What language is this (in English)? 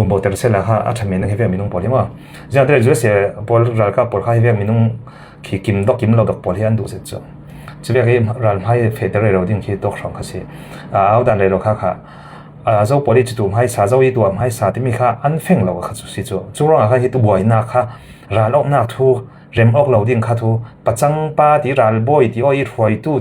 Falam Chin